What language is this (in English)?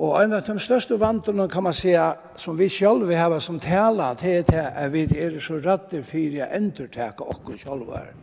Faroese